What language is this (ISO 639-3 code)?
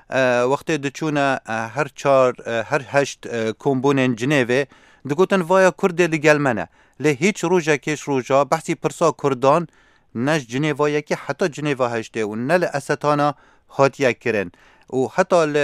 kur